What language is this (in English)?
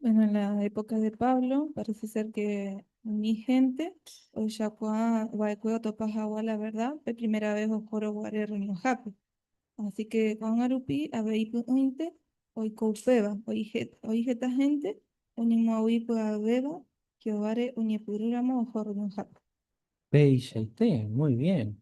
Guarani